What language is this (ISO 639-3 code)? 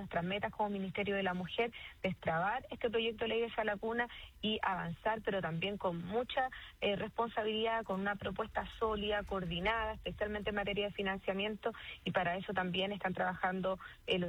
spa